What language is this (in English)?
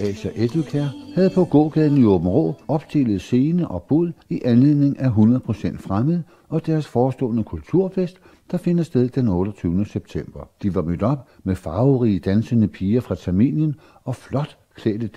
Danish